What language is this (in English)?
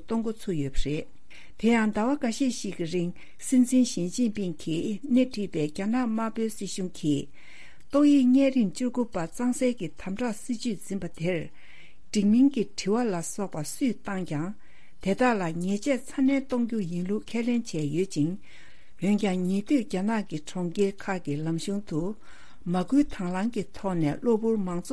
Tibetan